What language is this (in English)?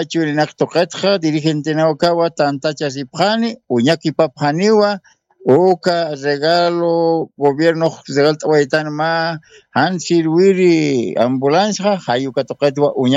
Aymara